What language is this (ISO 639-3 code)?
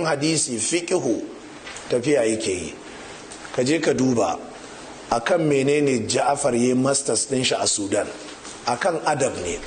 hau